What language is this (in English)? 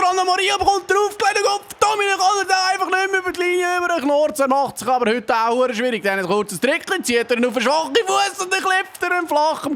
Swiss German